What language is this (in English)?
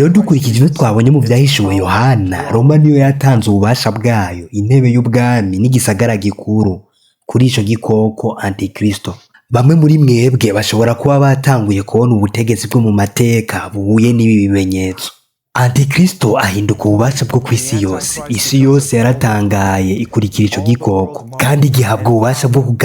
Rundi